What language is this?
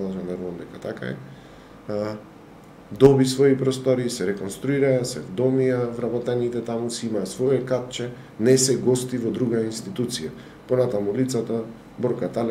Macedonian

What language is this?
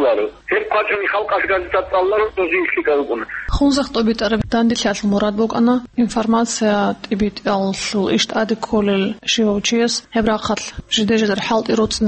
Avaric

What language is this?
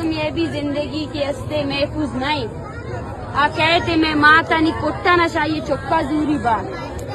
Eastern Balochi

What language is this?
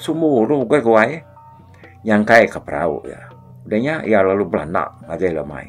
Iban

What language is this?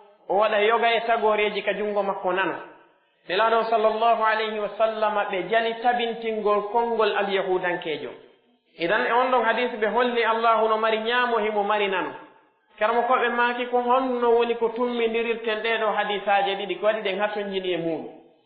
Pular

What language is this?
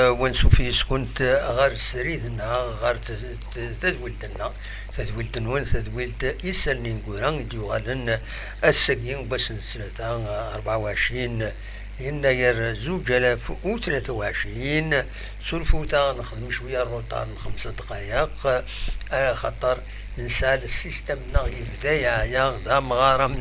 Kabyle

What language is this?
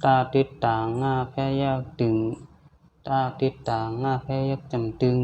Shan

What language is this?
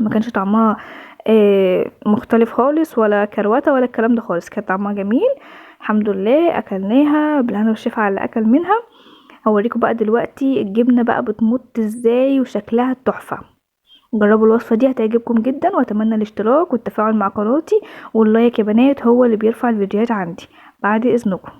Egyptian Arabic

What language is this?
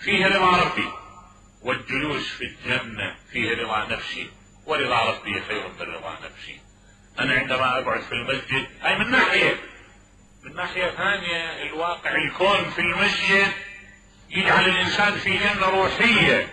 Mesopotamian Arabic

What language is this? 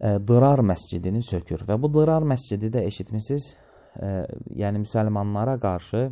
Azerbaijani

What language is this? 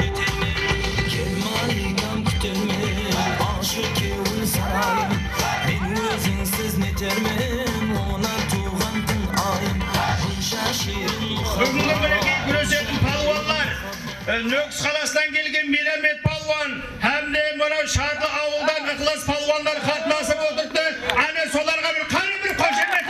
Kara-Kalpak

